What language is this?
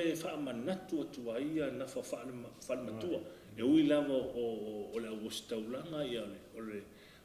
Samoan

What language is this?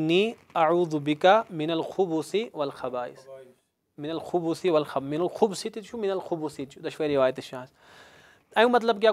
Kashmiri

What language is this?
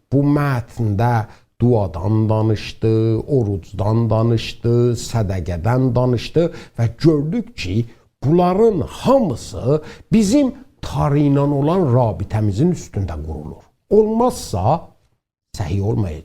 South Azerbaijani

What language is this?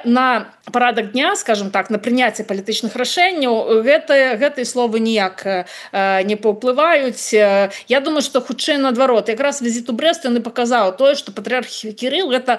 Belarusian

